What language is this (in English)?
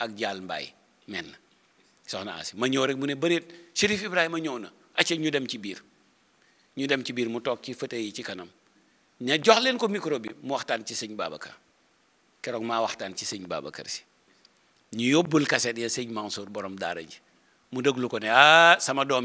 Wolof